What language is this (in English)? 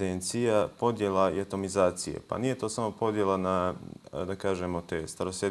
Bosnian